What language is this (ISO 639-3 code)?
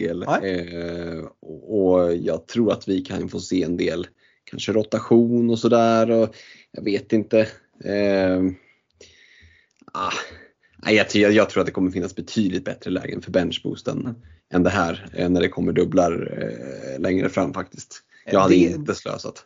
swe